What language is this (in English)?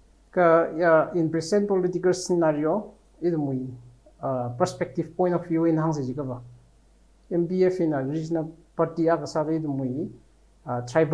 Tangkhul Naga (India)